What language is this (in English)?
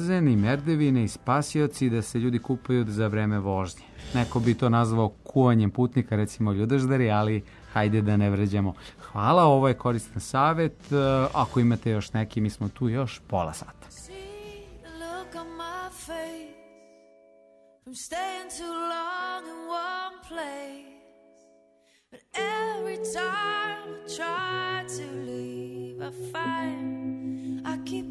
Serbian